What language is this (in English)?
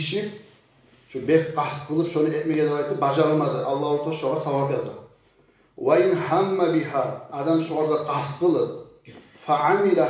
Kumyk